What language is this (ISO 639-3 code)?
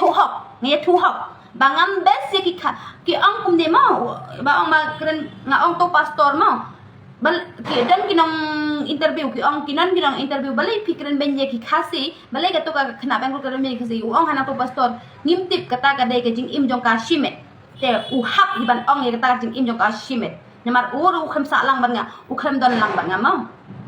kha